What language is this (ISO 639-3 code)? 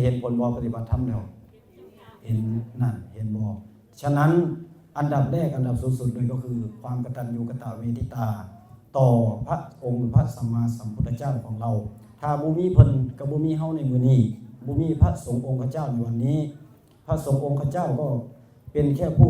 tts